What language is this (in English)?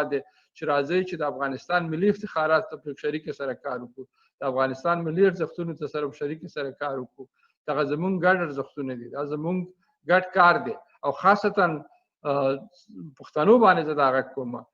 Pashto